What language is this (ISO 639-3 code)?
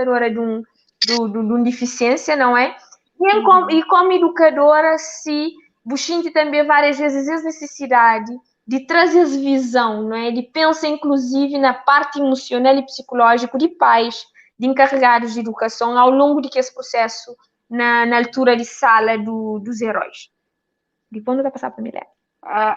kea